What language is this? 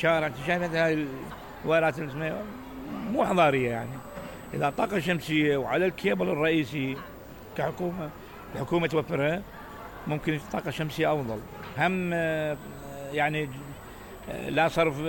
Mesopotamian Arabic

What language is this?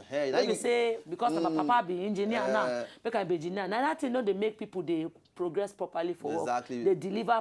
Nigerian Pidgin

